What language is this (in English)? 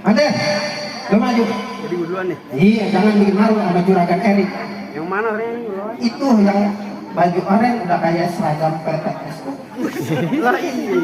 Betawi